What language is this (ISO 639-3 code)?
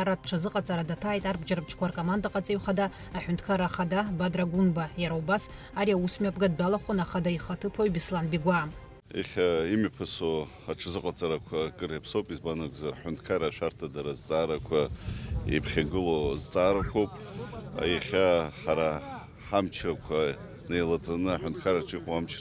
abk